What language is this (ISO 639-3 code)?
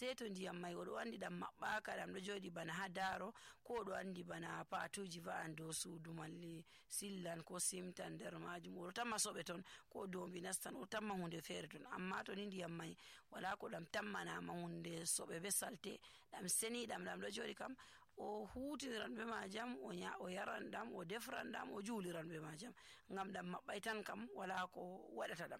fuv